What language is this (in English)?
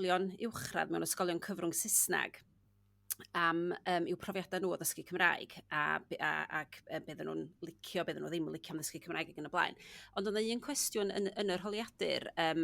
Welsh